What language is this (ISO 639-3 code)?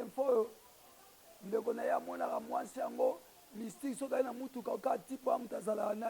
lin